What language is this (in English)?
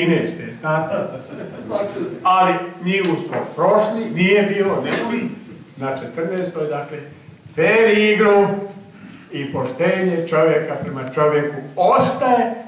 Croatian